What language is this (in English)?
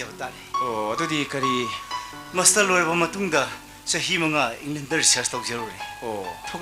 Manipuri